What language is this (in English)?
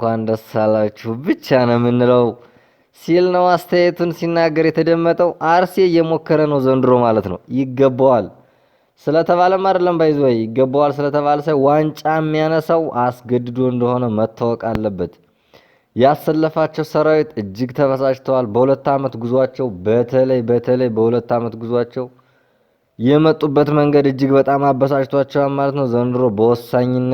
Amharic